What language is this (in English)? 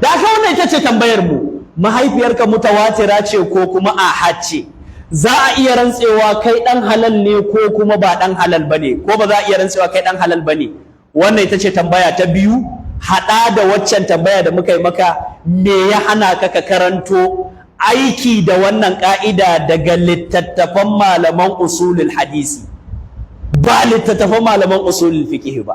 Hausa